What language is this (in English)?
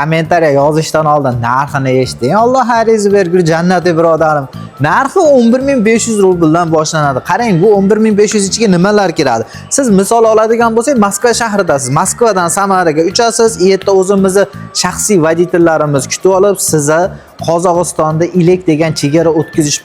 Uzbek